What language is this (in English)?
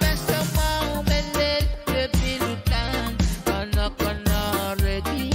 Pohnpeian